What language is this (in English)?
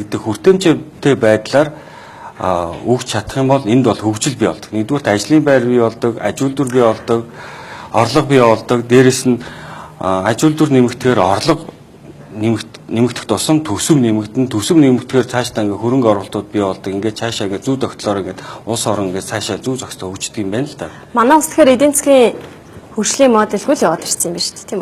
Mongolian